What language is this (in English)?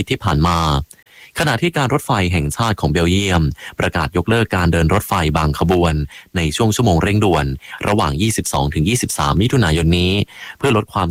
Thai